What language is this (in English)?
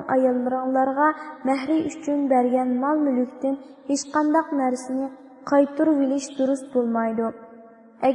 Uyghur